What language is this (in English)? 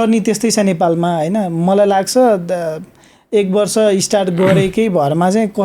Nepali